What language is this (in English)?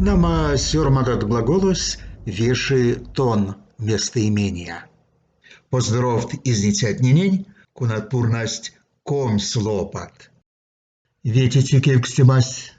Erzya